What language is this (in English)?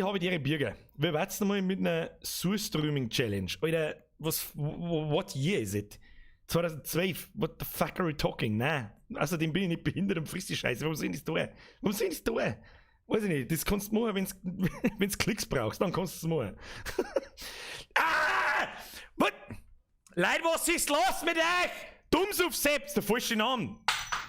Bavarian